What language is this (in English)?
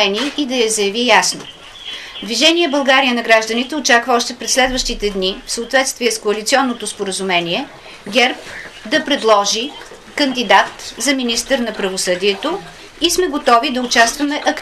Bulgarian